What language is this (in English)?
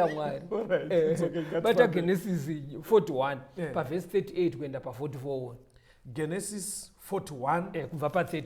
Shona